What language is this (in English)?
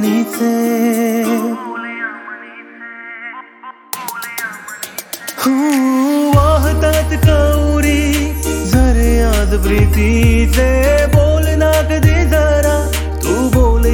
Marathi